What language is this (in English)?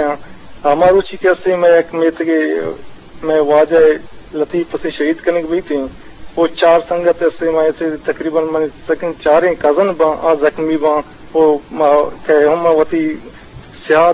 Eastern Balochi